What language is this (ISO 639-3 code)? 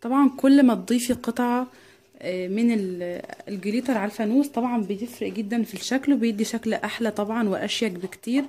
arz